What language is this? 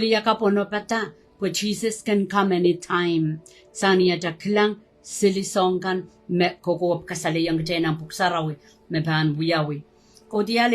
Pohnpeian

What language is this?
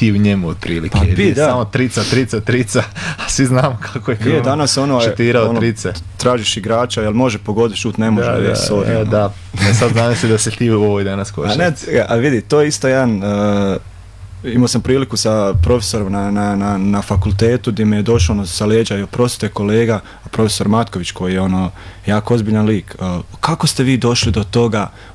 Croatian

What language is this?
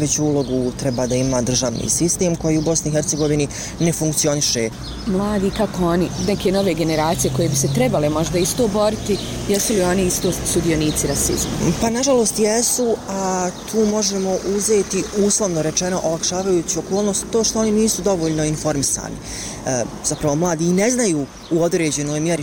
Bosnian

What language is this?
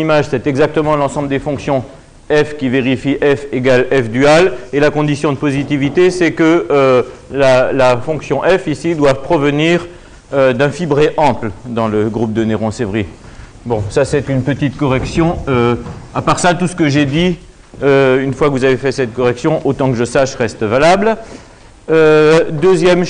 French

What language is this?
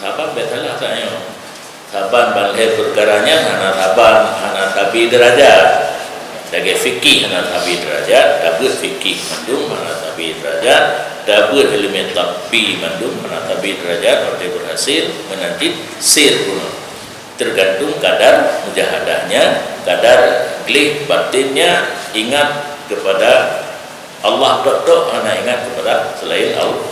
Achinese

